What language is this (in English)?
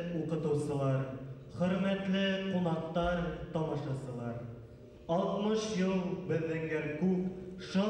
Bashkir